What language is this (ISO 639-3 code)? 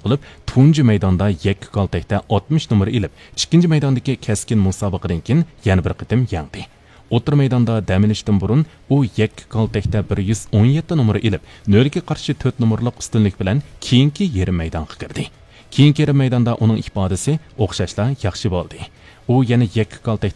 uig